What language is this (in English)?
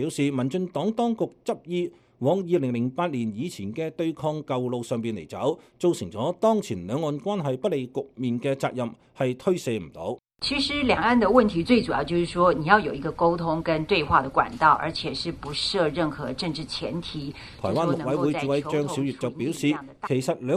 Cantonese